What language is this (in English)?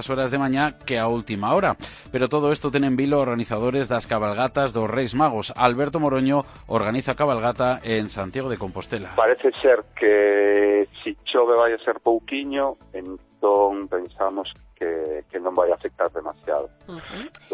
Galician